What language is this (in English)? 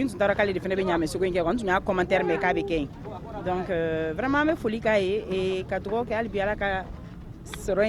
Bambara